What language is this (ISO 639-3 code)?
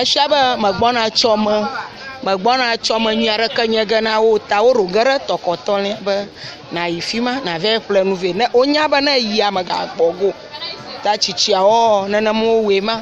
ewe